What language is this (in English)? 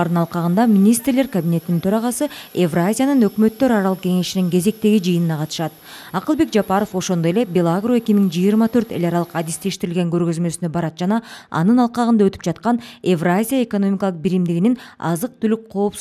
Kyrgyz